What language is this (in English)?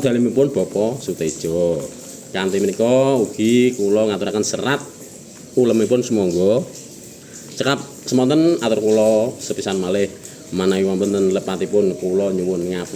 Javanese